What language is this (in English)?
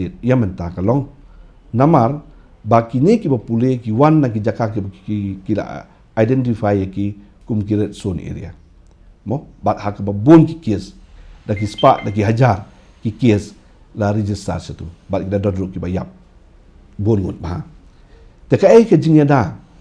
Khasi